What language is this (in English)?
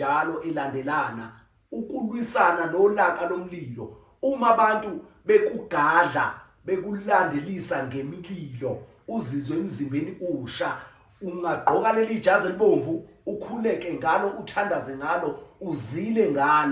Zulu